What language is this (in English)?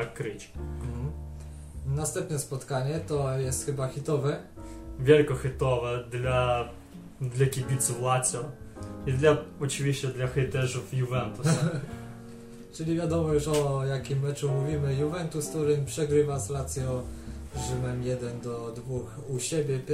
Polish